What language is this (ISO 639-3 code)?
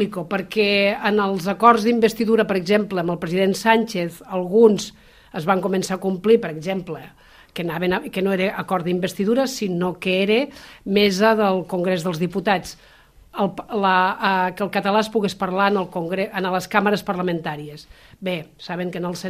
cat